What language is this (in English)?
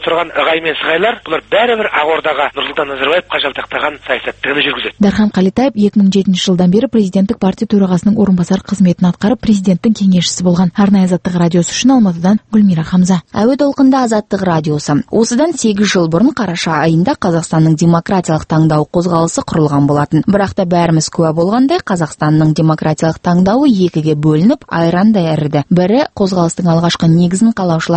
Kazakh